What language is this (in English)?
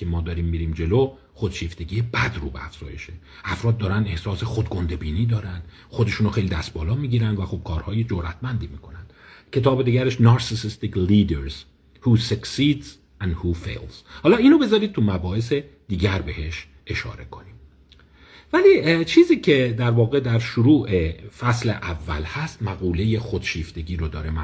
Persian